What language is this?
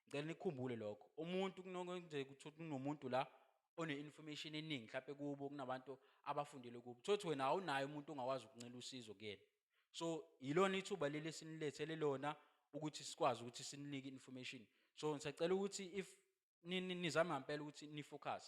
Zulu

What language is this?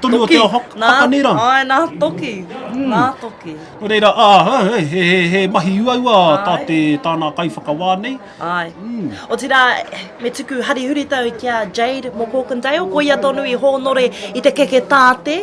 Māori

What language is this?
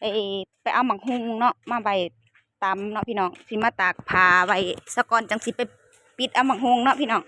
Northeastern Thai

